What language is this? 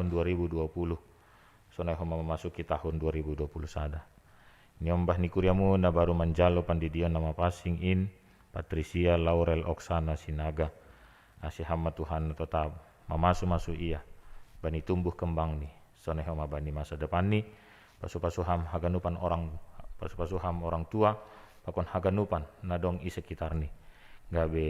Batak Simalungun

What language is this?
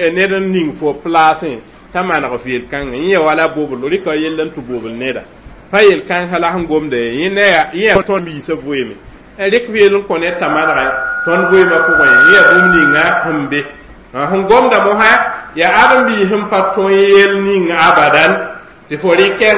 Mossi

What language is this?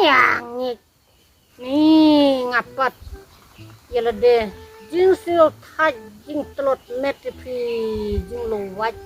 Khasi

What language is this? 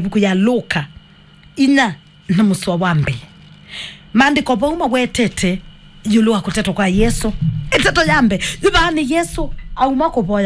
Kamba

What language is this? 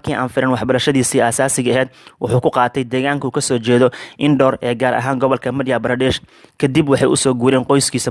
Somali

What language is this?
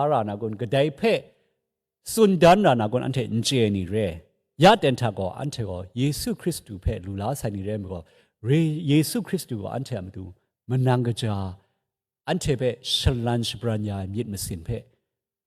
Kachin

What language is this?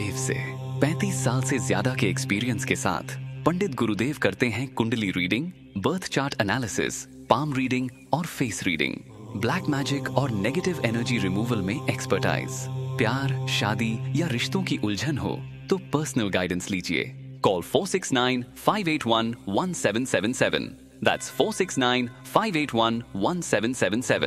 Hindi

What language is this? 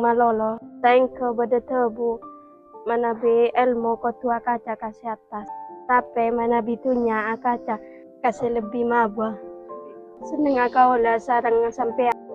Madurese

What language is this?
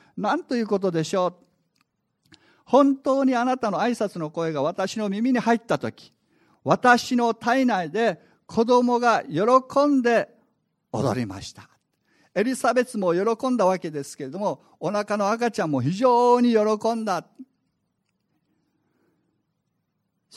Japanese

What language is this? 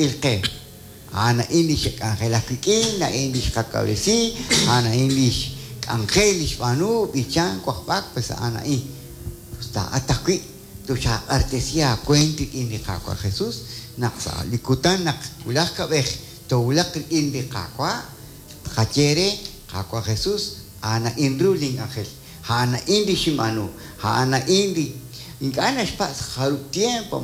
Kekchí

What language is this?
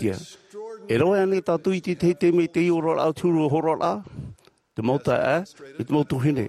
Tahitian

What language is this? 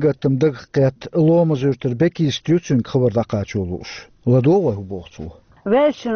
Chechen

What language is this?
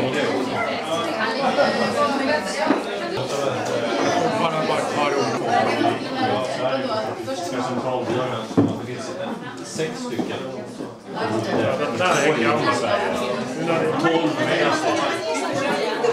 Swedish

